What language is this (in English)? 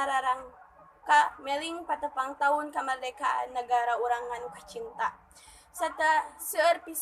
Sundanese